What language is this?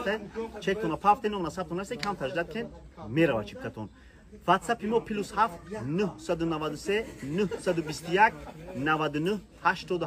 Tajik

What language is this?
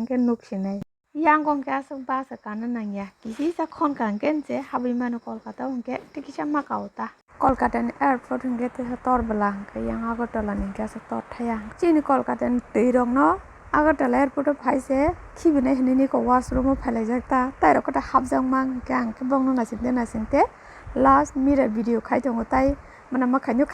Kok Borok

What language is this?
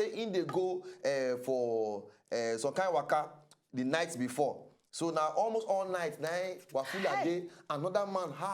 Nigerian Pidgin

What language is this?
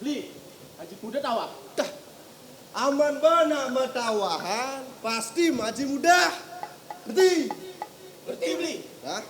Balinese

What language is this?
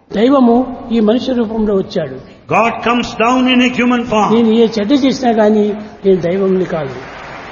Telugu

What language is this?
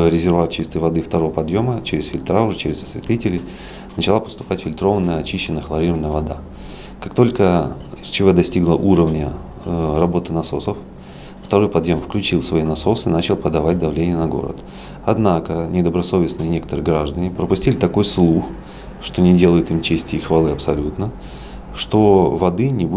Russian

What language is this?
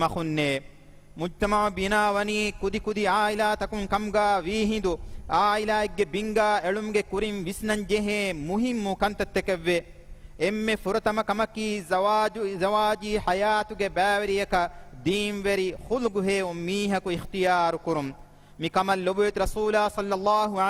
Divehi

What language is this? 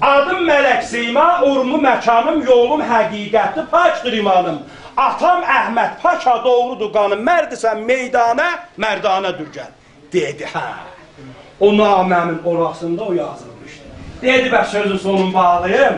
South Azerbaijani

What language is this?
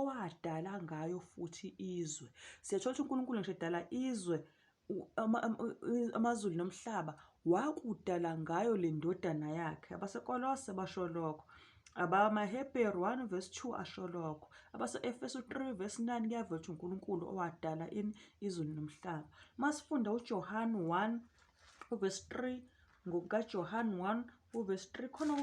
Zulu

